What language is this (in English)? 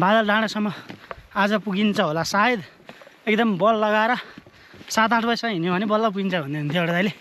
Nepali